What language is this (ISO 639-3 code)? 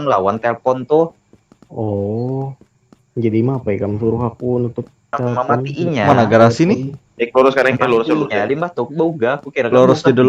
bjn